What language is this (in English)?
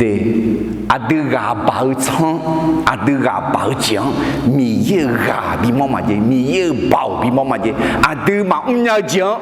Akha